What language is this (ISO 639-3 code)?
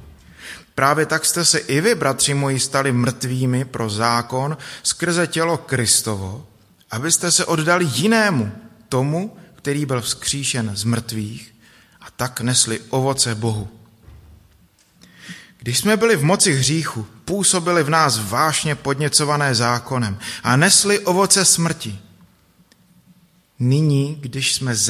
ces